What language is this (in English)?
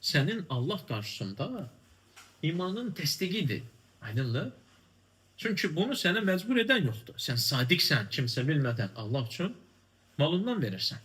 Azerbaijani